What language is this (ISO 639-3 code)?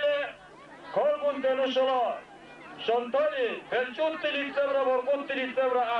dar